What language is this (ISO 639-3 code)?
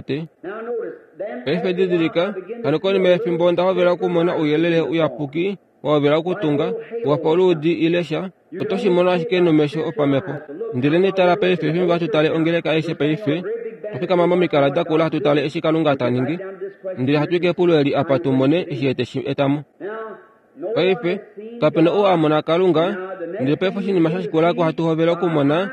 kua